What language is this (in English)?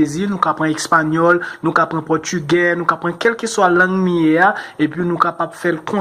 Haitian Creole